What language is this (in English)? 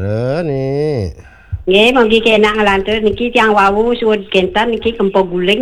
Balinese